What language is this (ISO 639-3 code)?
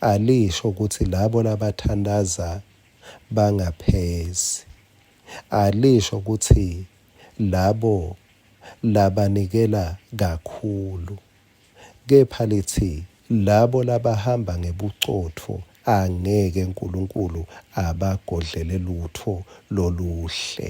ssw